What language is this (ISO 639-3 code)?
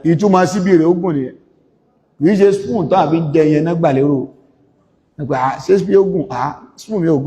yor